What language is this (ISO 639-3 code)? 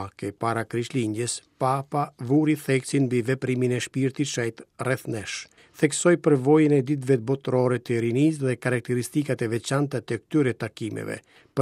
sqi